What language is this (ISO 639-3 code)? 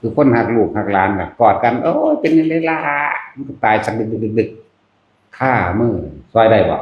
tts